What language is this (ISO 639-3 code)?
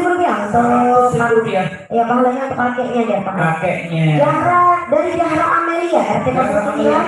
bjn